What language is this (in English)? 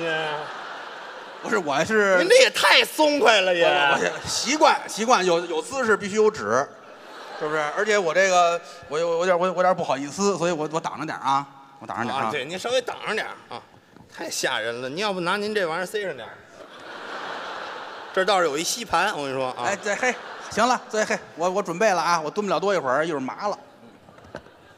Chinese